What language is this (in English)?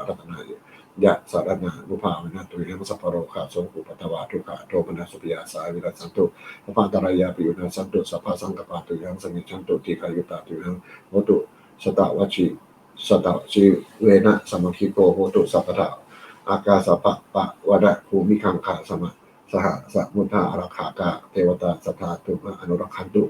Pali